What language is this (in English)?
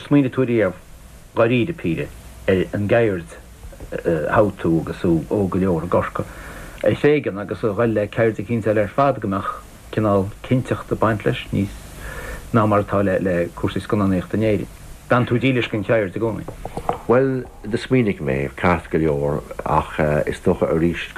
Irish